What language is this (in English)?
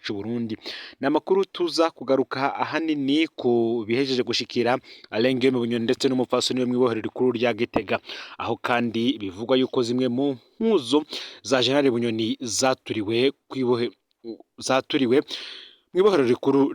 Rundi